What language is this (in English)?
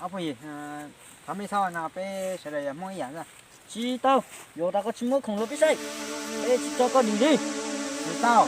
Hmong